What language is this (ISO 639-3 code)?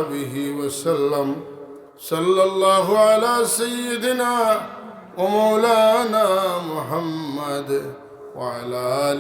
syl